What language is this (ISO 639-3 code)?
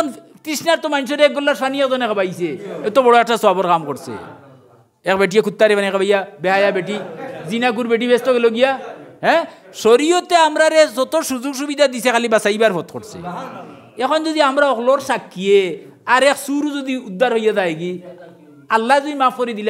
syl